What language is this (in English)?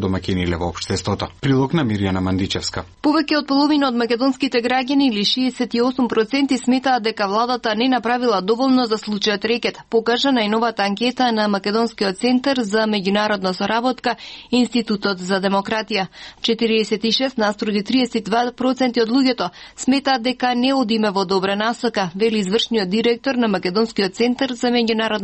Macedonian